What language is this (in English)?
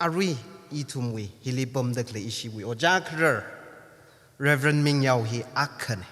Tangkhul Naga (India)